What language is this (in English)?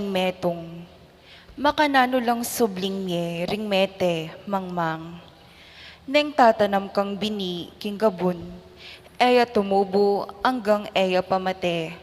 Pampanga